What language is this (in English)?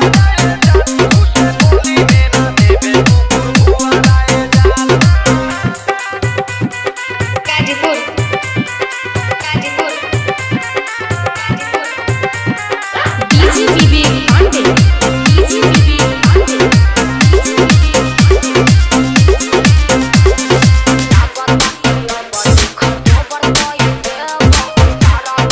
Bhojpuri